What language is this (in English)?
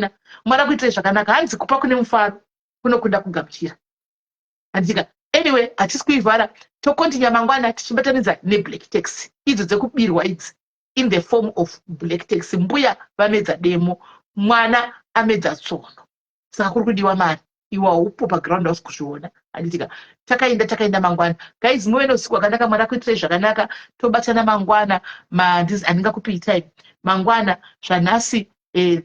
Shona